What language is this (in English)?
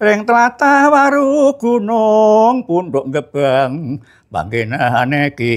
Javanese